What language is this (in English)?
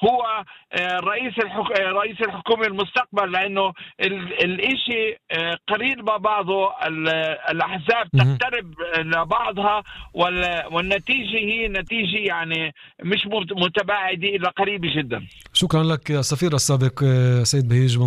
North Levantine Arabic